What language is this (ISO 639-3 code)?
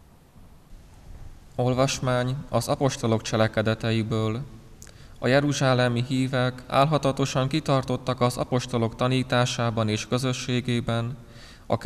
hun